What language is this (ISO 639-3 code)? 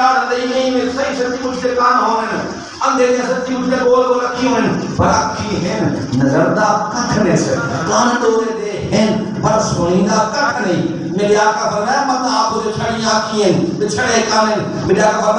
skr